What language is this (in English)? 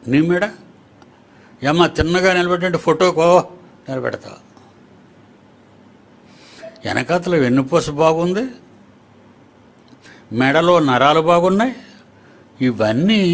Telugu